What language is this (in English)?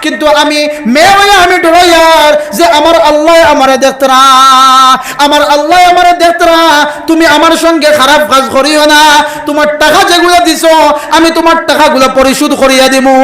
Sylheti